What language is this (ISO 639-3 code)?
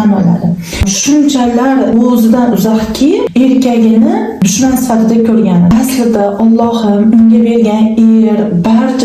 uzb